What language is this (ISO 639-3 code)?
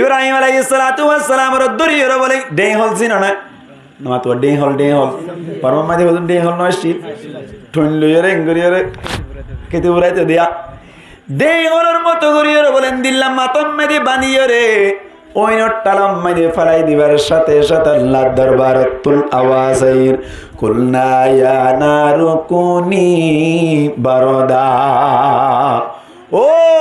rhg